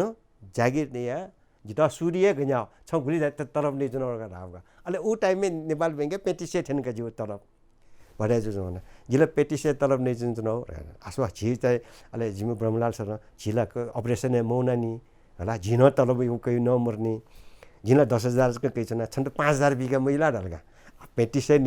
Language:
Newari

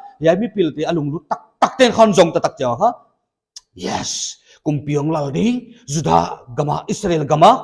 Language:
Paite Chin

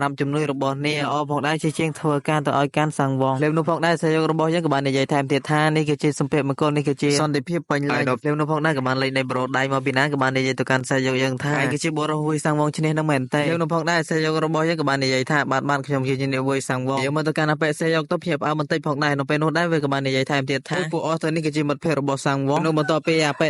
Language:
Khmer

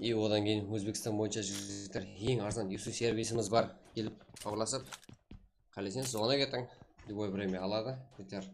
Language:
Kara-Kalpak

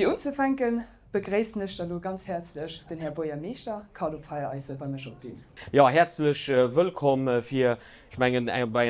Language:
Luxembourgish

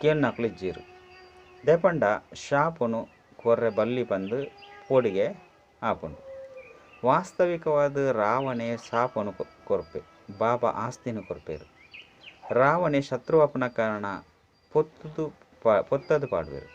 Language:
Tulu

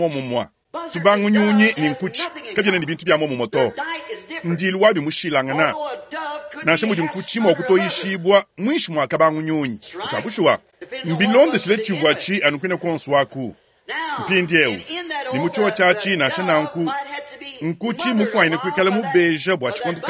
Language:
Luba-Lulua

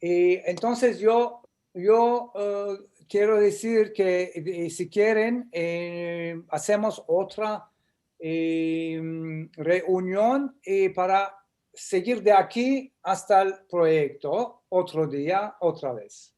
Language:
Ladino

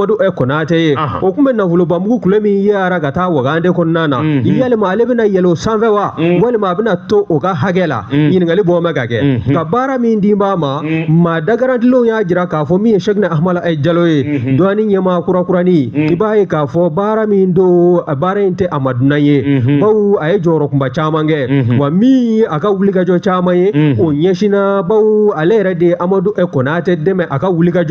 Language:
Bambara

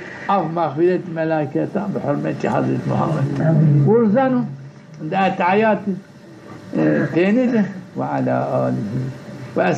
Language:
Zaza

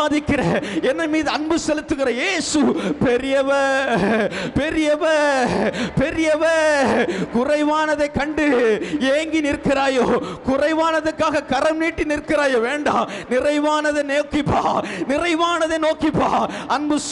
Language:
Tamil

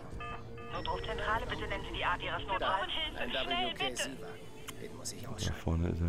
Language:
German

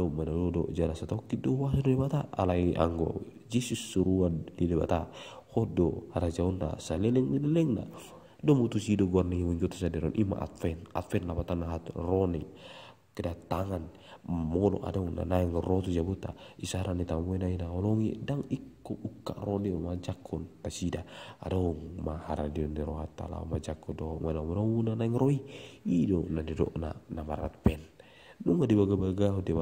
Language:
Batak Toba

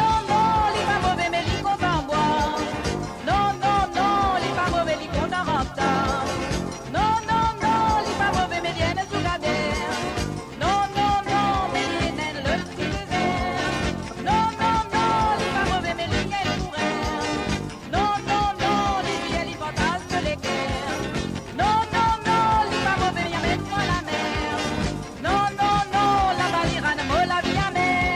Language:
Morisyen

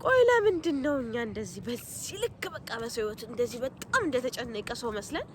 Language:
Amharic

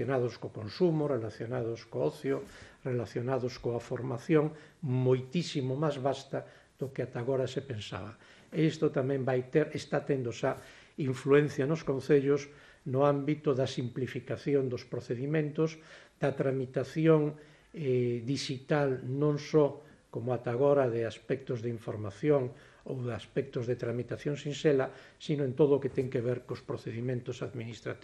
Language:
Galician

